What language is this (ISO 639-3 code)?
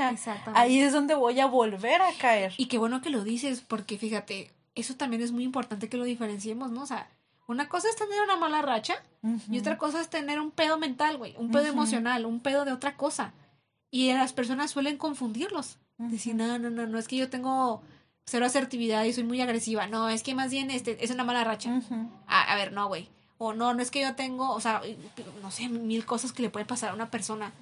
spa